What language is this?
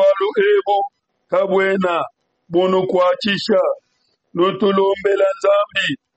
Luba-Lulua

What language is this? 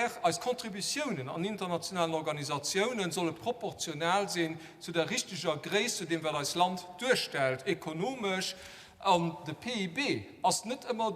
Luxembourgish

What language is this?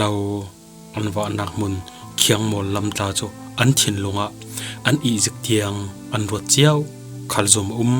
Falam Chin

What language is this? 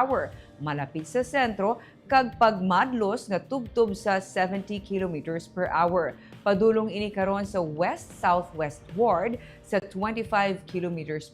Hiligaynon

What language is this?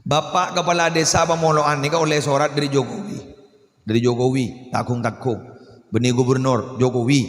Madurese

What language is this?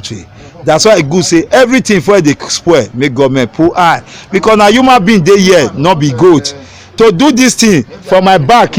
Nigerian Pidgin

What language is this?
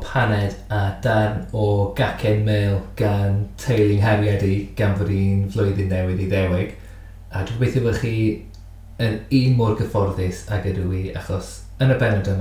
Welsh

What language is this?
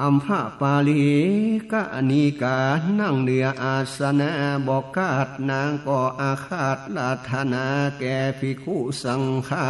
Northern Thai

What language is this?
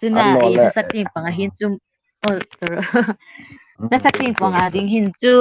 Hmar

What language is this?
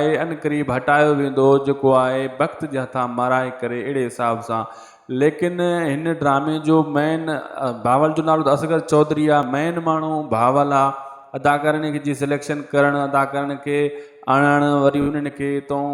Sindhi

